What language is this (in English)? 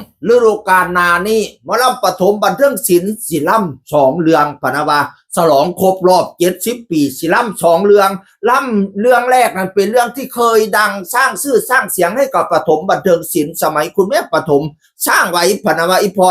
Northeastern Thai